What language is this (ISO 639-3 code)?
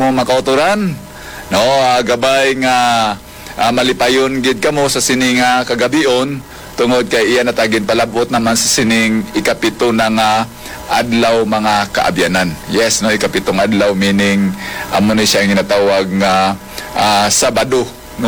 hil